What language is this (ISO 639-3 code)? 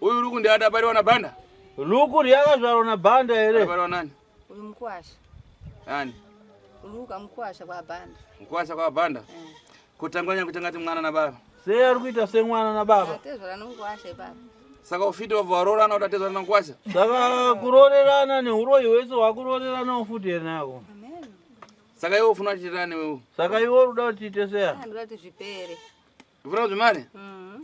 sna